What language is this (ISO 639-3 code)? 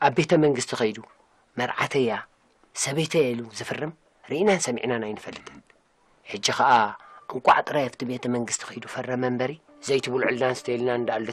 tir